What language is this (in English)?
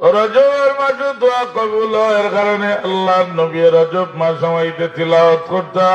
Sylheti